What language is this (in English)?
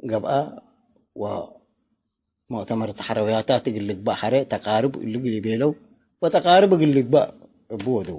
Tigre